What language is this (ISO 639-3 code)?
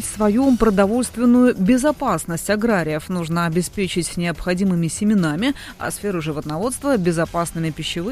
rus